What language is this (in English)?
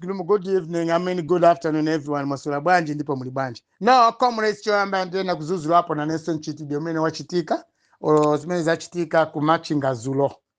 Nyanja